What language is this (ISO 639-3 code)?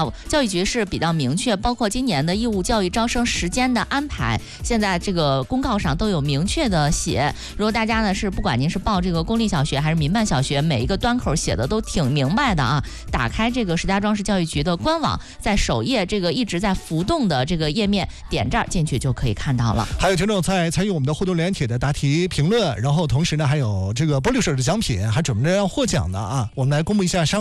zho